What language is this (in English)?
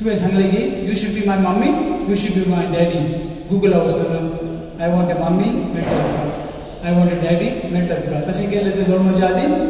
Konkani